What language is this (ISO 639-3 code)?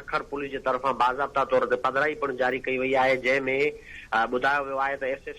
snd